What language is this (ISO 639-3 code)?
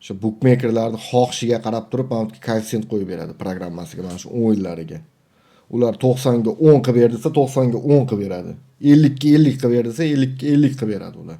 uzb